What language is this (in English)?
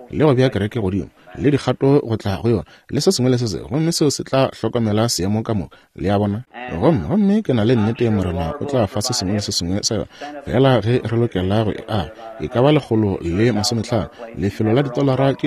Northern Sotho